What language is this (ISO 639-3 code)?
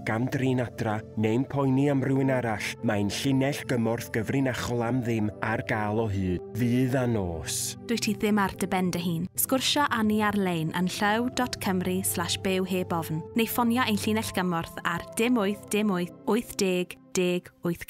cym